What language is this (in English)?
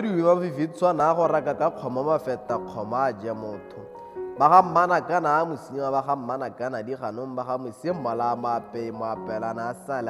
Tswana